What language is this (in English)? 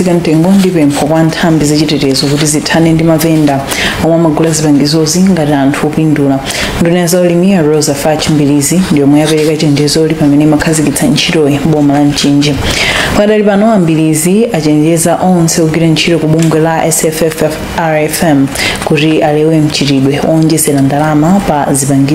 Nyanja